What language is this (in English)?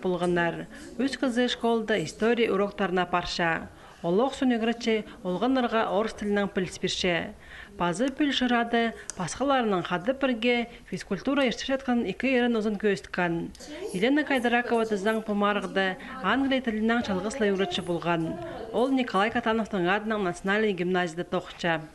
Khakas